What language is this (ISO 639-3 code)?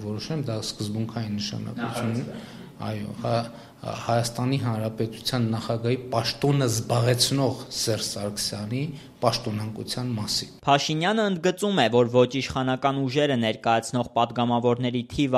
hye